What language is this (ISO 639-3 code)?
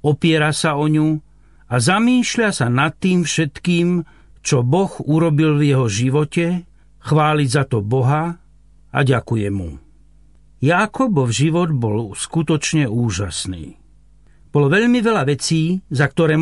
slk